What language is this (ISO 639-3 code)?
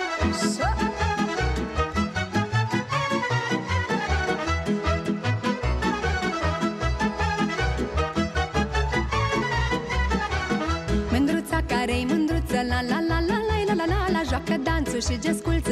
ron